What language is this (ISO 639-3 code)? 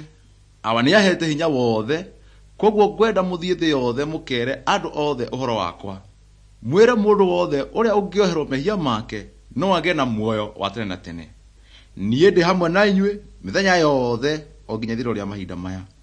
kik